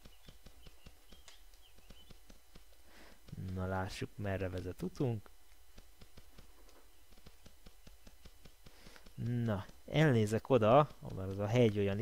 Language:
Hungarian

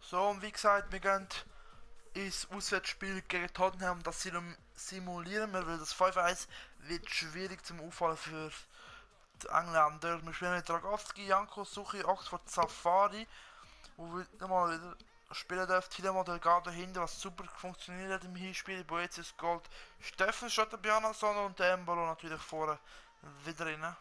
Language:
Swiss German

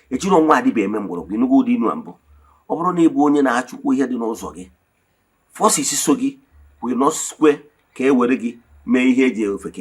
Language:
Igbo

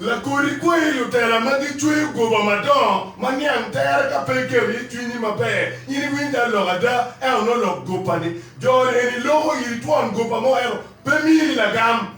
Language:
Acoli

